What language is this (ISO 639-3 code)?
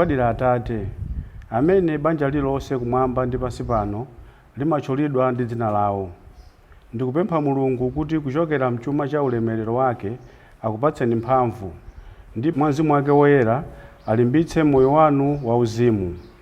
nya